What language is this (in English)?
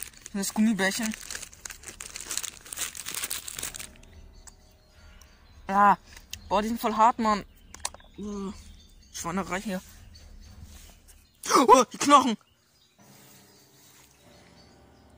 German